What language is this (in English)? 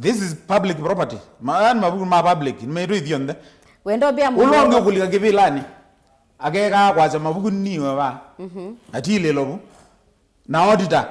Kamba